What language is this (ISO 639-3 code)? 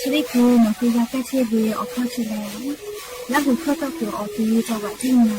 lhu